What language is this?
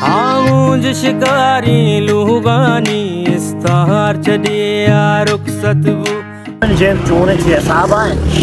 Baluchi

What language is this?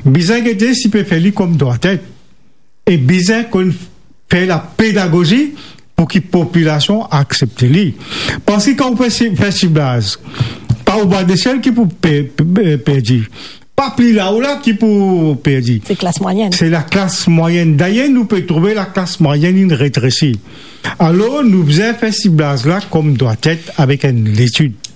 Morisyen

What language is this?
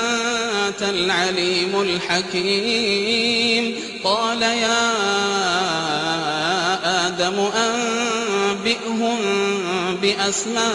Arabic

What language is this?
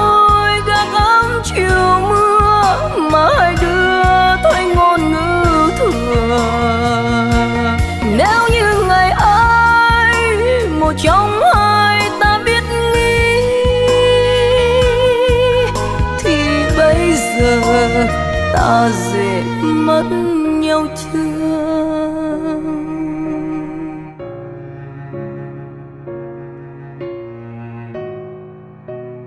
Vietnamese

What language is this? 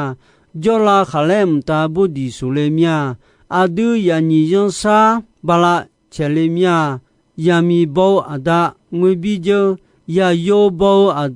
Akha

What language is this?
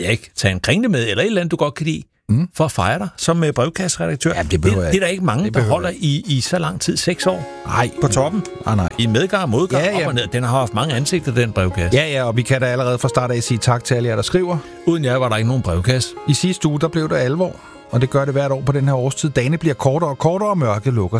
Danish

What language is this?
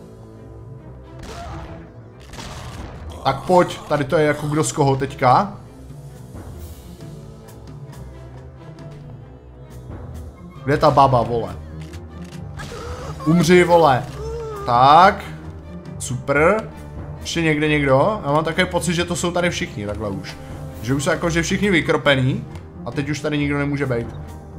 Czech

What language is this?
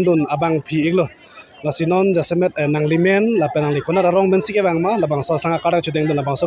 Karbi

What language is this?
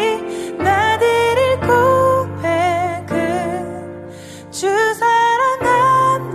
Korean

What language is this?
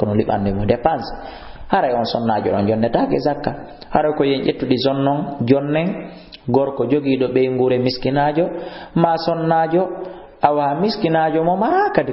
Fula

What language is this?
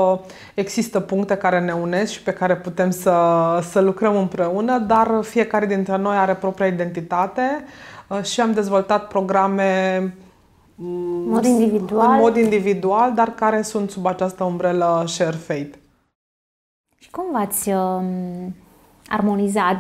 Romanian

